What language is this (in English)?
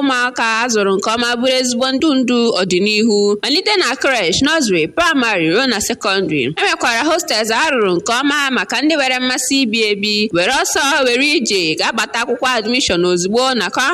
Igbo